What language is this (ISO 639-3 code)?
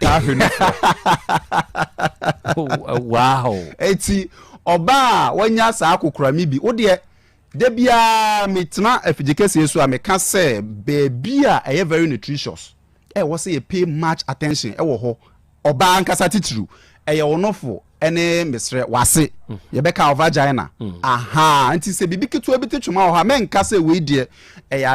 aka